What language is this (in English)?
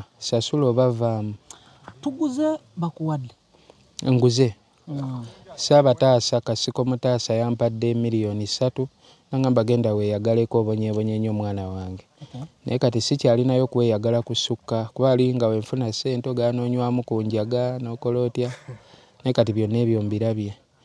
Ganda